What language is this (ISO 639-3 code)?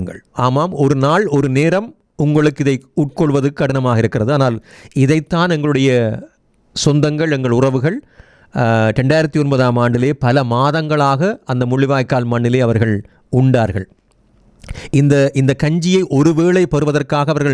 tam